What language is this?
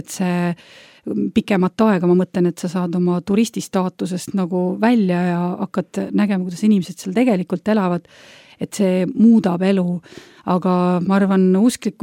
Estonian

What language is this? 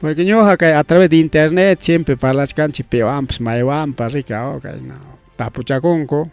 Ayacucho Quechua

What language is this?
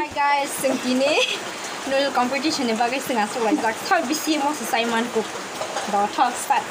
Kok Borok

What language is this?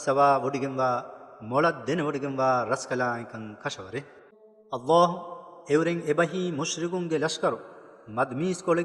Divehi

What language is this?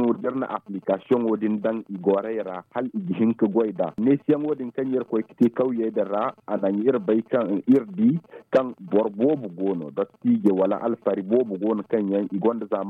Zarma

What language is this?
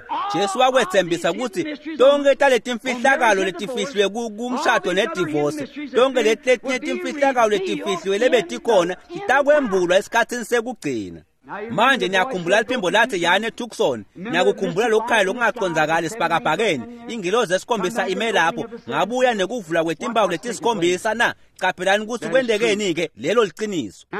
Swati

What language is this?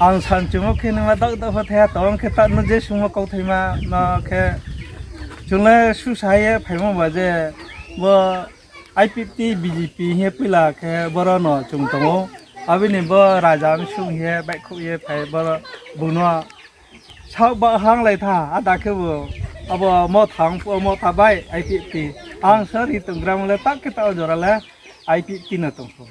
Riang (India)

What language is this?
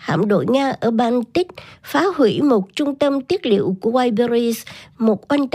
Vietnamese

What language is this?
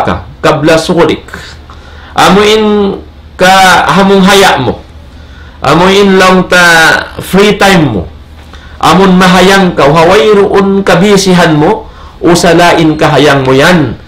Tausug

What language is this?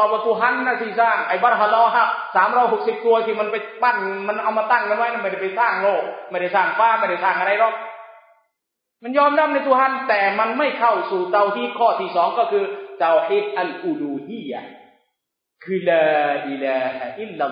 Thai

